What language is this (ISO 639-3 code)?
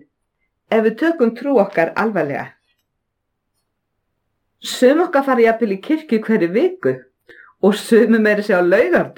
isl